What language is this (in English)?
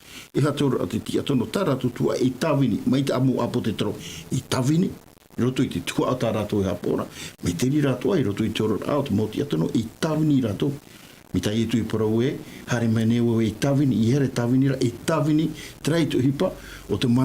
Tahitian